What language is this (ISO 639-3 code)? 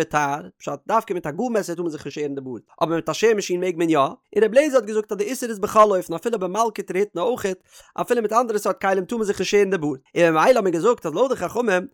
yid